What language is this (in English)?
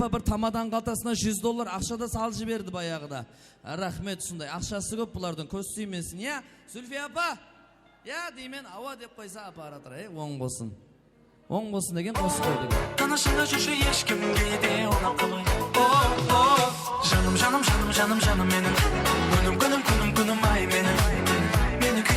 Kara-Kalpak